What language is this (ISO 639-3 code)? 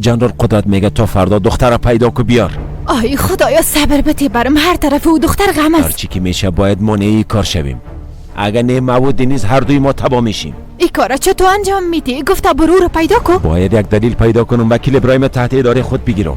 fas